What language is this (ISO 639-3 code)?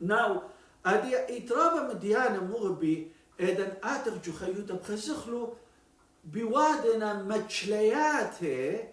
aii